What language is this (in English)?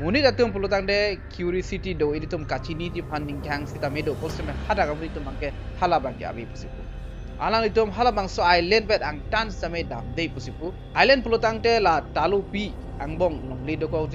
Karbi